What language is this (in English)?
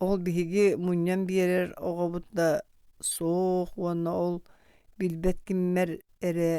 Yakut